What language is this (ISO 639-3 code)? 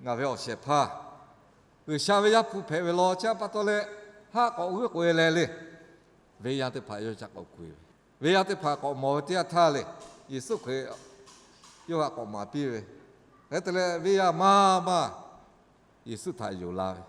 lhu